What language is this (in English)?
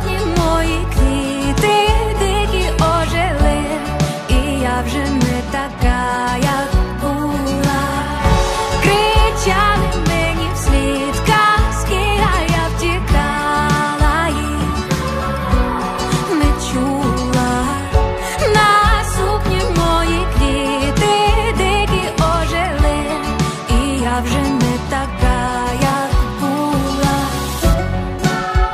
Ukrainian